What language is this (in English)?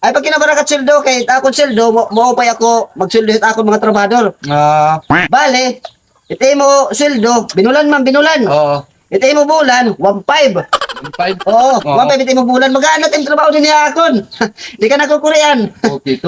Waray